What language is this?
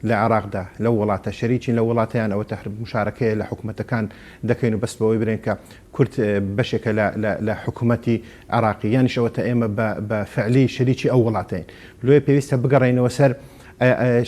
Central Kurdish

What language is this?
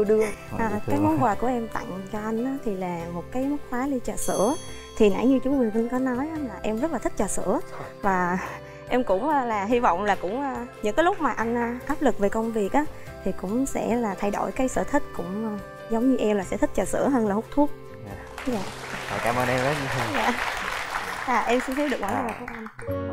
Vietnamese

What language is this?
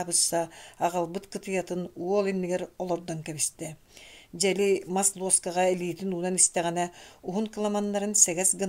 Yakut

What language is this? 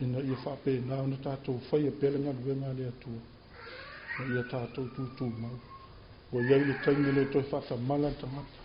Samoan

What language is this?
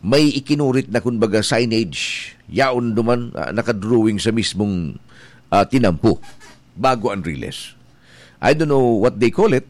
Bikol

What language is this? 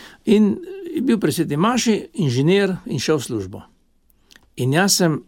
Slovenian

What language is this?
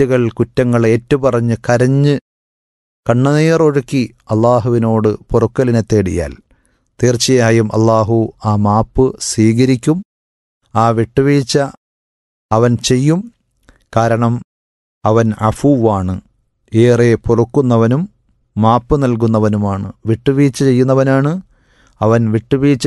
Malayalam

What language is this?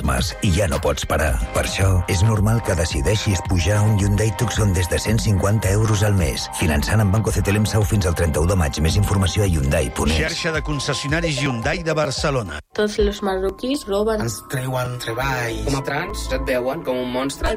Catalan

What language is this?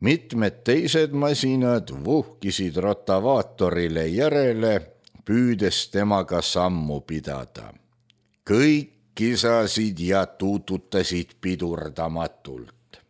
Estonian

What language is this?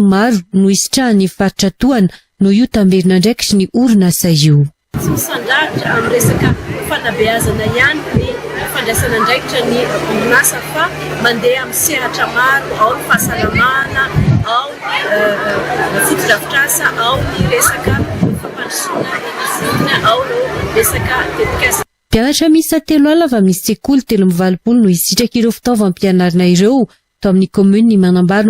Malagasy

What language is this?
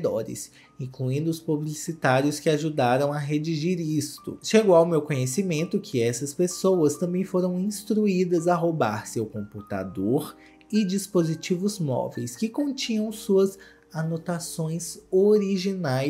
Portuguese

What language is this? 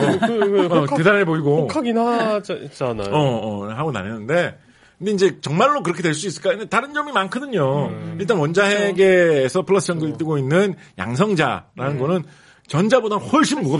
Korean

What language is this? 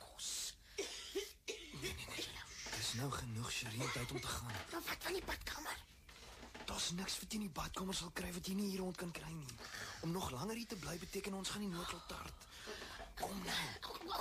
Afrikaans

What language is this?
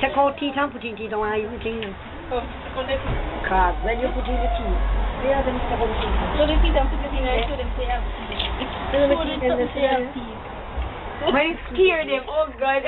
Jamaican Creole English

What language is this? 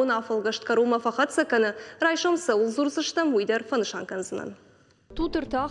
Ossetic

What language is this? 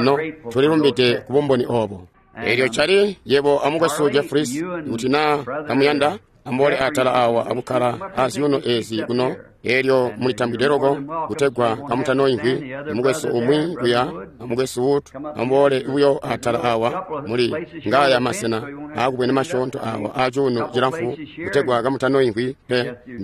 Tonga (Zambia)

